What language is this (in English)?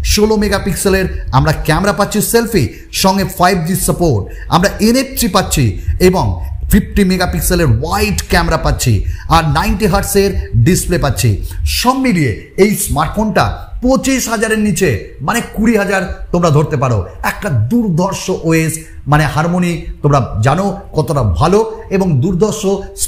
Bangla